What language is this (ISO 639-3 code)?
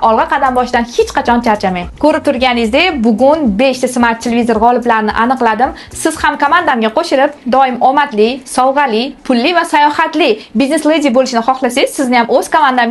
uzb